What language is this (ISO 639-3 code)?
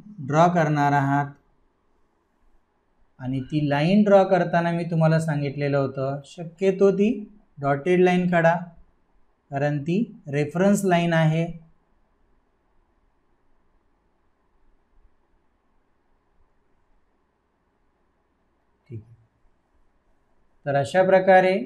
mar